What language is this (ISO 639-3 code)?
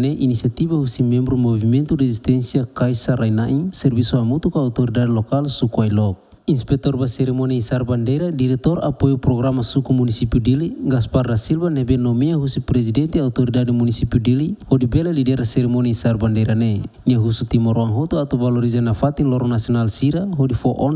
tet